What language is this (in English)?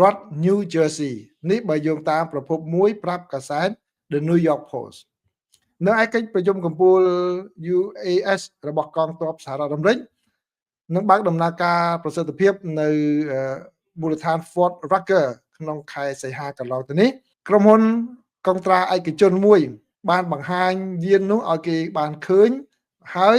Khmer